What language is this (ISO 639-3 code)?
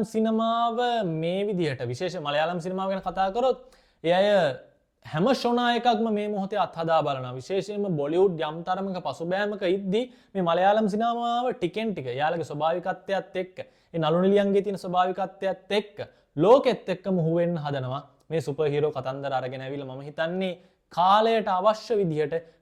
sin